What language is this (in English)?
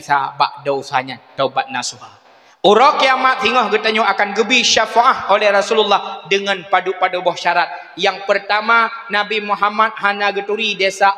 Achinese